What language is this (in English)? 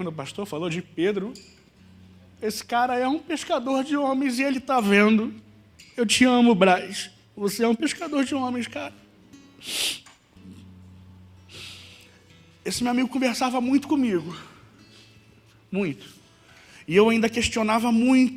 Portuguese